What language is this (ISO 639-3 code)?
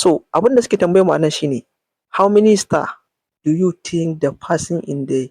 hau